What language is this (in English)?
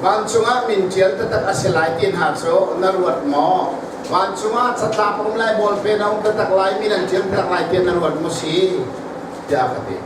Hakha Chin